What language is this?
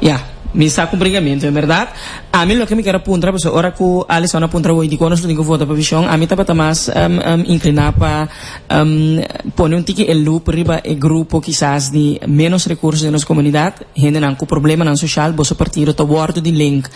Papiamento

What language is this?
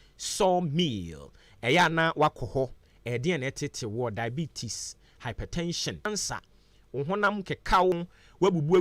Akan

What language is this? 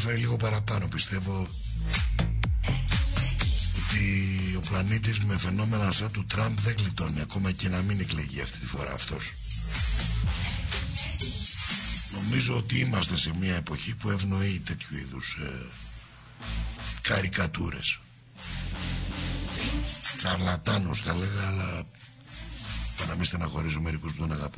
Greek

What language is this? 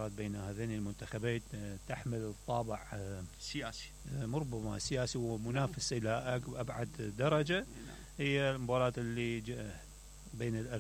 Mesopotamian Arabic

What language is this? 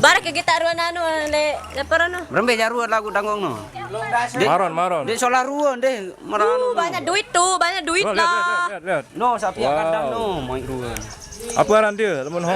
Sasak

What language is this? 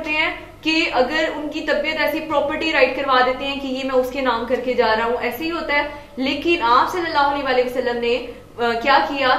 Urdu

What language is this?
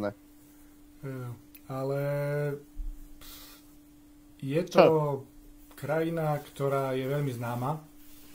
Slovak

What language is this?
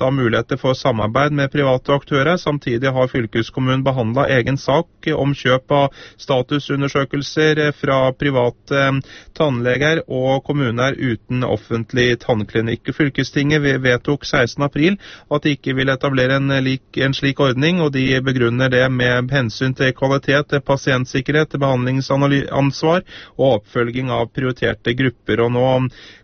Norwegian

